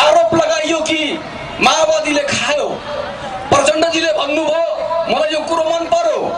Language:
Nepali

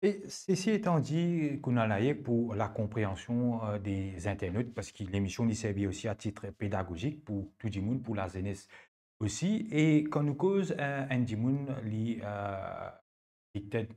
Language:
Morisyen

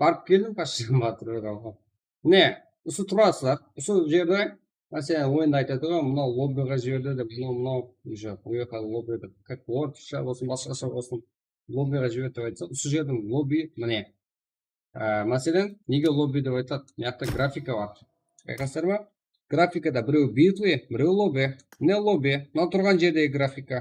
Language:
Kara-Kalpak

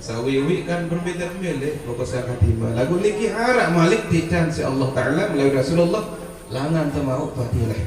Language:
Sasak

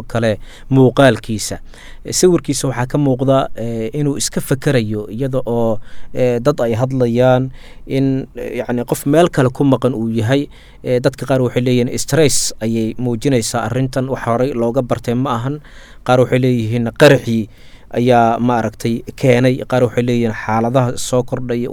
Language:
Somali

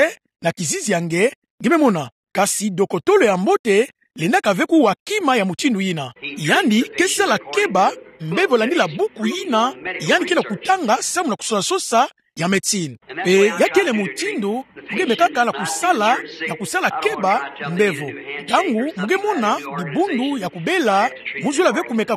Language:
Kituba (Democratic Republic of Congo)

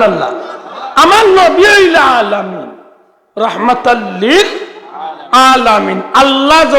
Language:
Sylheti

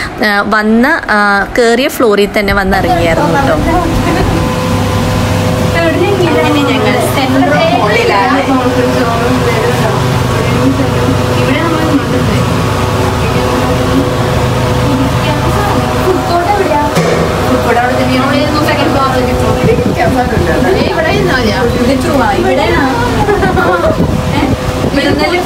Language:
Malayalam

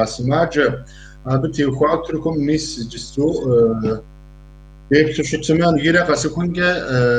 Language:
Kabardian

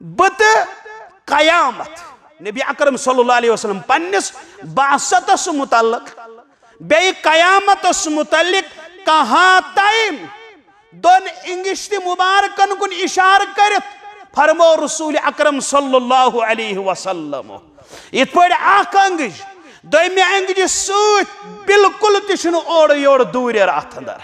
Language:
Kashmiri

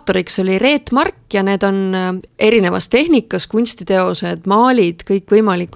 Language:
Estonian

